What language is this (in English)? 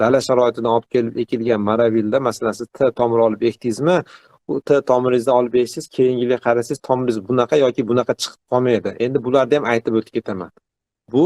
Uzbek